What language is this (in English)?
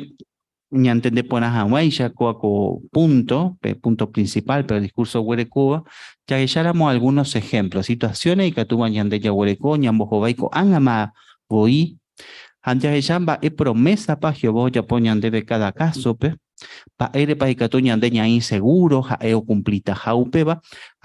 Guarani